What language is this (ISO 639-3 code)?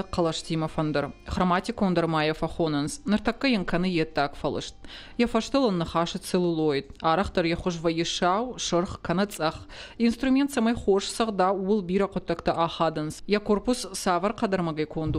oss